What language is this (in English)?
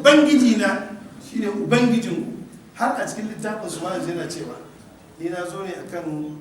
Hausa